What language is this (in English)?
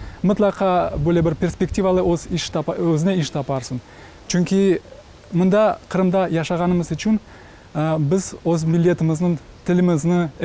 Crimean Tatar